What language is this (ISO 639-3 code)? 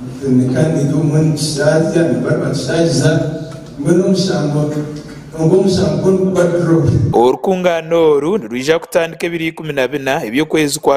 nyn